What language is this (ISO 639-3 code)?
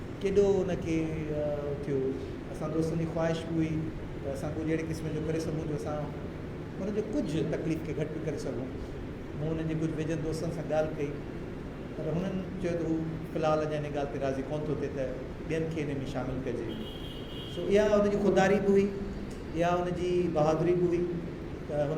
snd